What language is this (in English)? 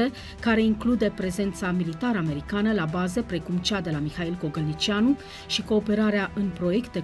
Romanian